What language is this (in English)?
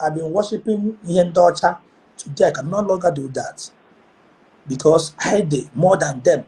Igbo